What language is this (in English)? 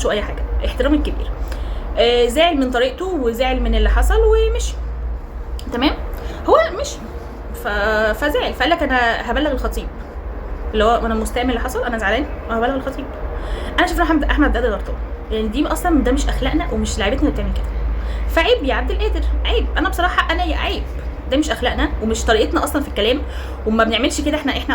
Egyptian Arabic